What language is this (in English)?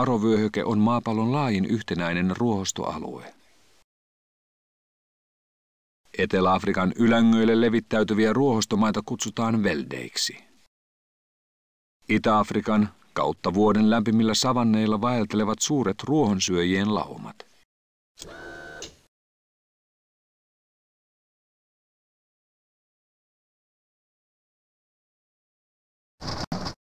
Finnish